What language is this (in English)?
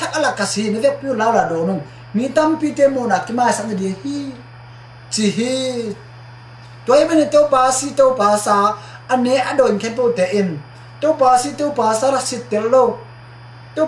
Tedim Chin